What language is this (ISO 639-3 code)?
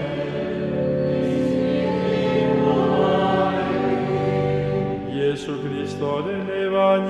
eus